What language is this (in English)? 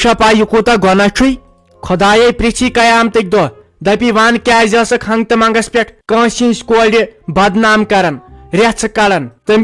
Kashmiri